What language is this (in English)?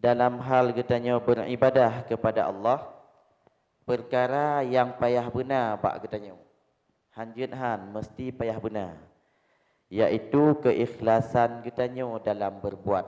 Achinese